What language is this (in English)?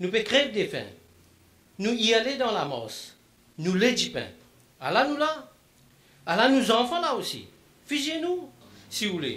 Morisyen